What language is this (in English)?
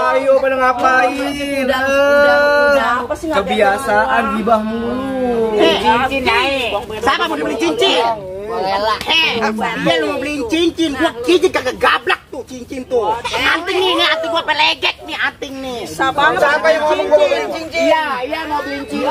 Betawi